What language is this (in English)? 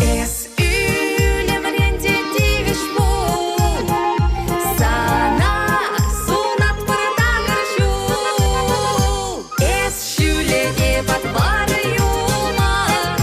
Chuvash